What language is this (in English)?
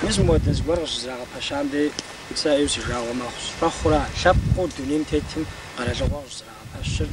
Kabardian